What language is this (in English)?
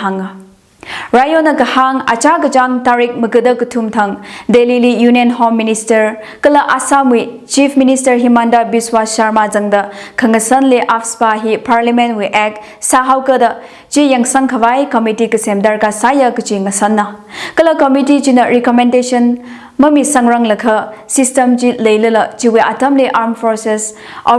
Tangkhul Naga (India)